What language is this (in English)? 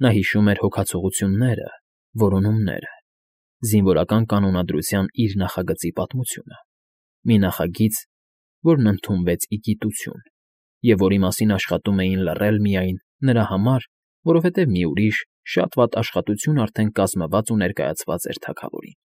Armenian